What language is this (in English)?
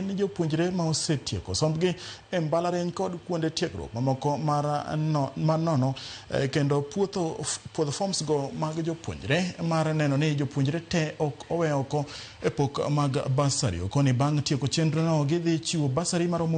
Luo (Kenya and Tanzania)